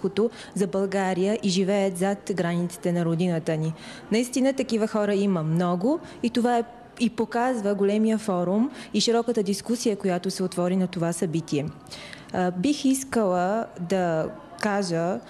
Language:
Bulgarian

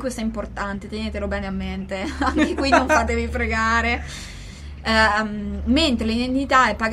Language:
Italian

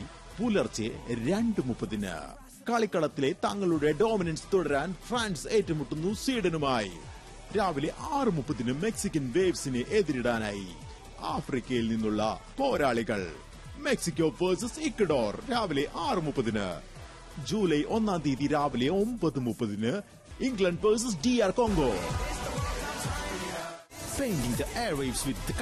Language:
Malayalam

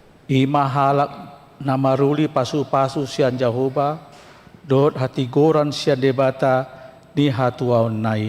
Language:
Batak Toba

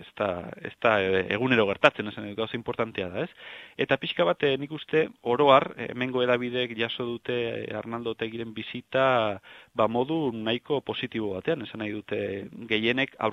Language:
Basque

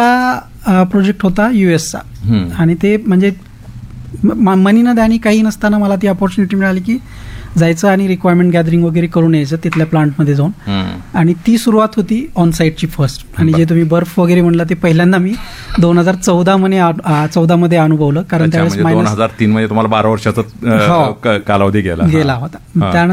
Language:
Marathi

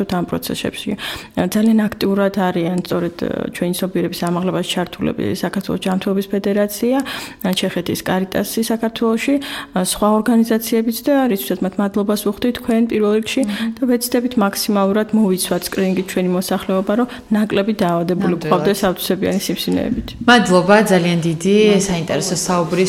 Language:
Georgian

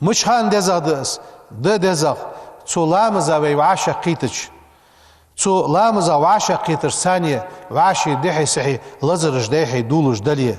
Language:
Ingush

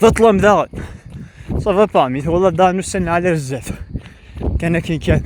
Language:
Kabyle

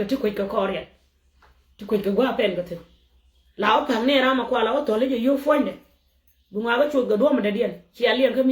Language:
Nuer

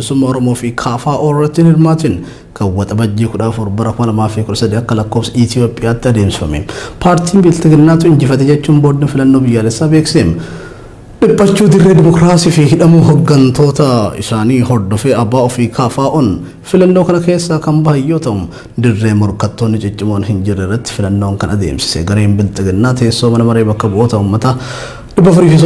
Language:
Oromo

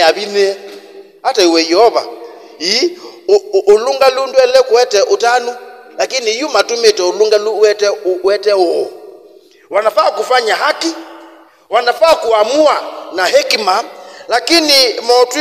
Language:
Kamba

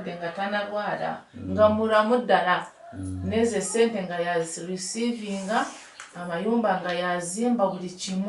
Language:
Nyankole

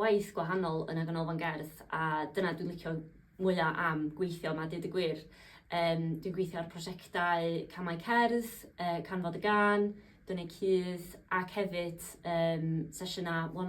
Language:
Welsh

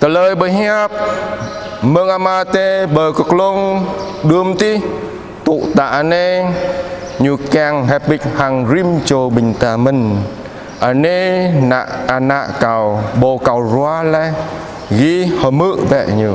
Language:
Jarai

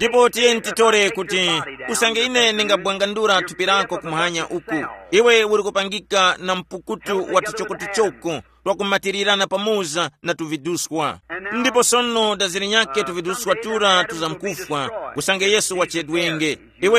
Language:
Tumbuka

